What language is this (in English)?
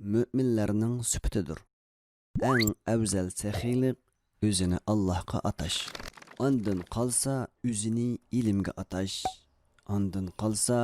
Uyghur